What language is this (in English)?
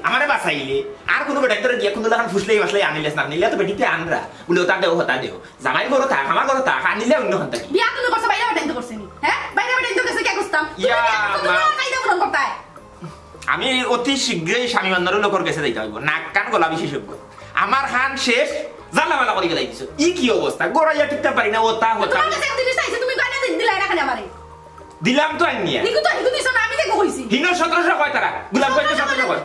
Sylheti